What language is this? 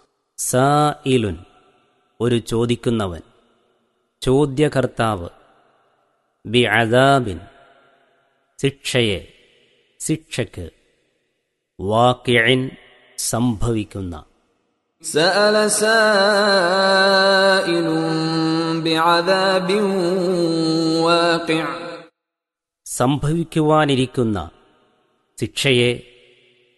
Malayalam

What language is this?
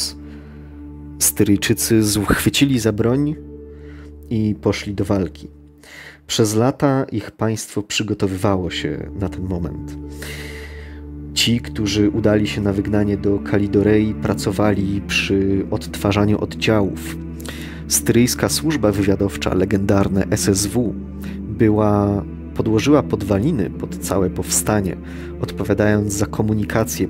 Polish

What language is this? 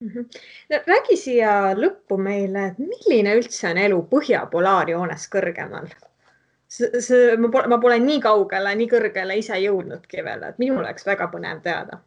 Estonian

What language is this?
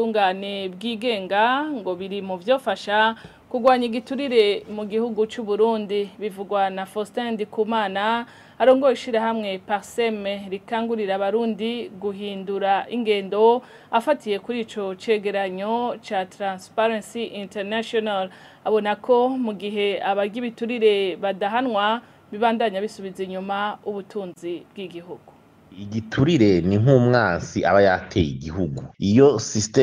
Rundi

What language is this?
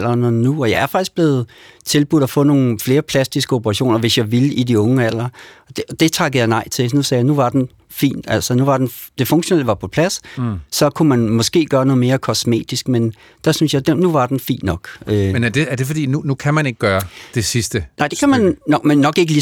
Danish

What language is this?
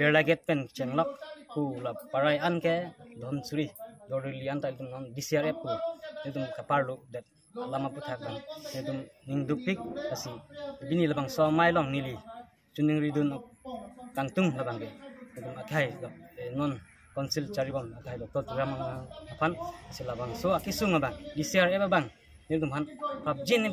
Karbi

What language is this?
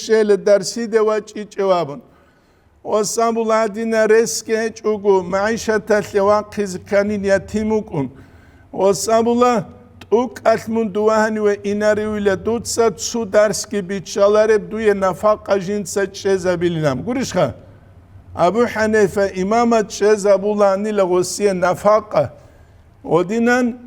Avaric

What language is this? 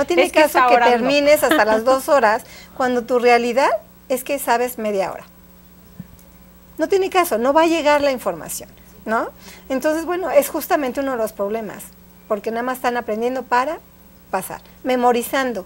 Spanish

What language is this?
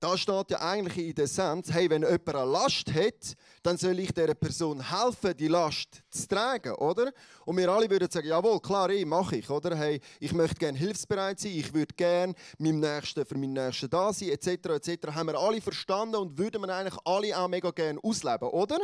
Swiss German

